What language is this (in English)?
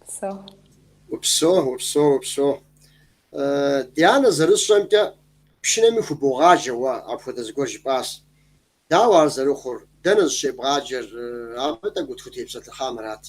Kabardian